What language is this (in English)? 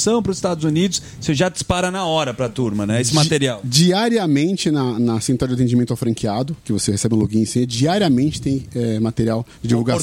Portuguese